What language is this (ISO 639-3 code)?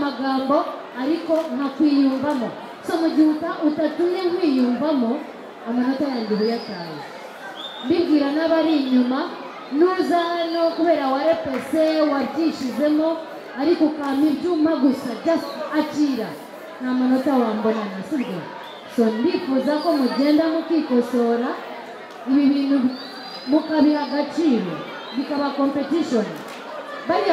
kin